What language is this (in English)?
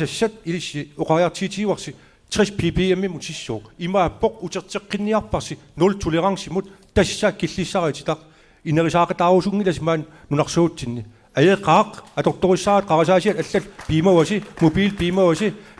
Kalaallisut